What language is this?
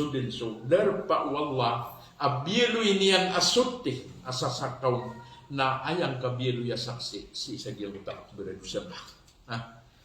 Maranao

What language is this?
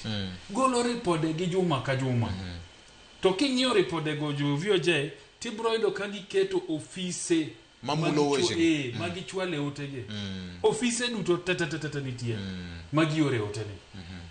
Luo (Kenya and Tanzania)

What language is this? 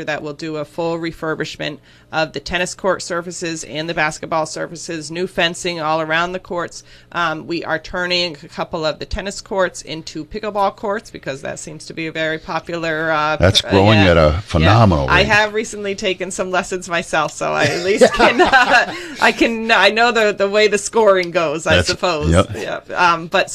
English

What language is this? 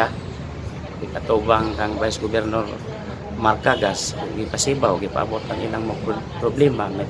Cebuano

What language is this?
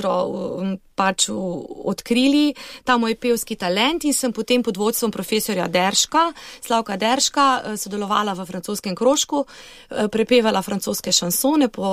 Slovenian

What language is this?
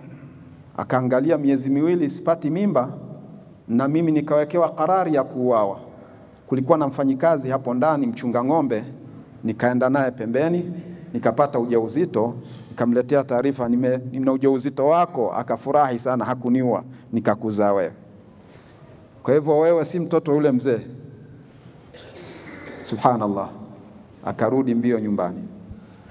Swahili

